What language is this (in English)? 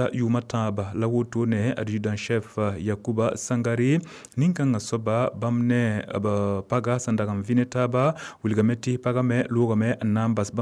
Mossi